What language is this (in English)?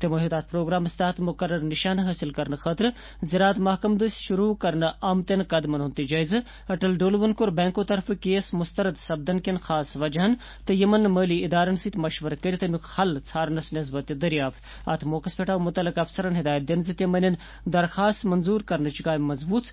Kashmiri